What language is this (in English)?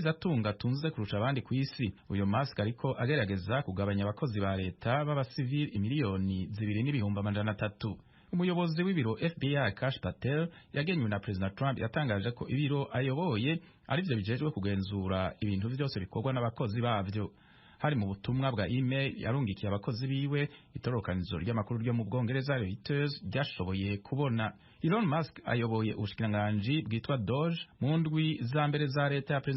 Rundi